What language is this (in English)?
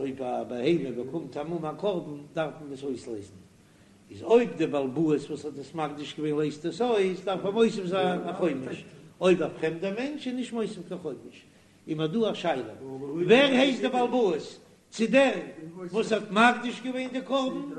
Yiddish